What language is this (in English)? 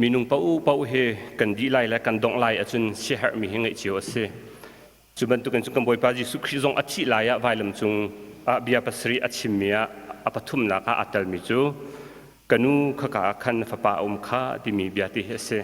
Hakha Chin